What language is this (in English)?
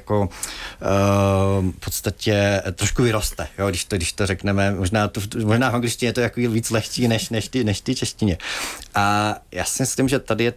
Czech